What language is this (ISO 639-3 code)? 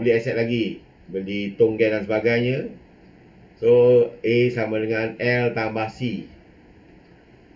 msa